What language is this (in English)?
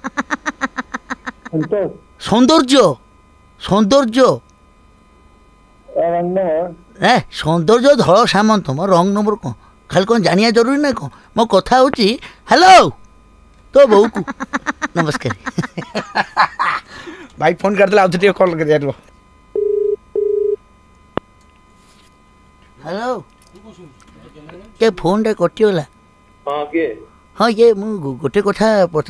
Odia